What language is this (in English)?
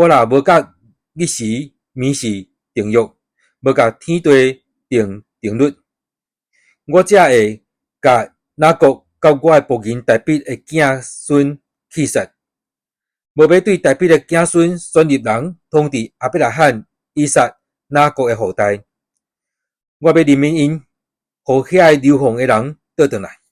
Min Nan Chinese